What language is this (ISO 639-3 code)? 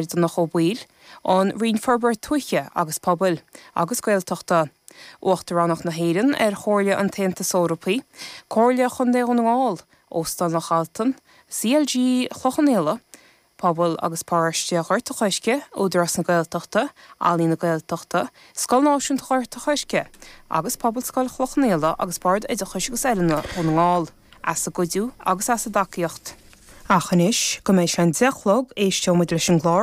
gle